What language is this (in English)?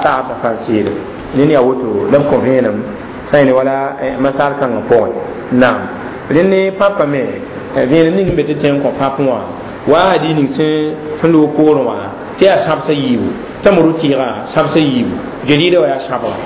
Mossi